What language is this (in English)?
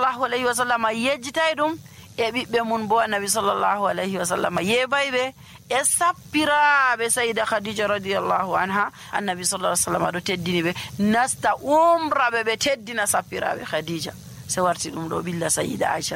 Nigerian Fulfulde